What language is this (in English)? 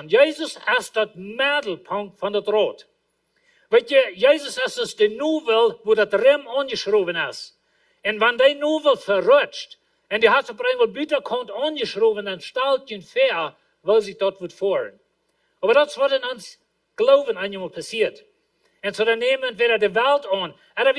Plautdietsch